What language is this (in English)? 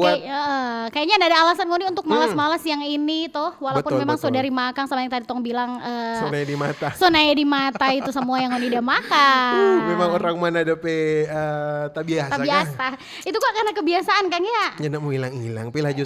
Manado Malay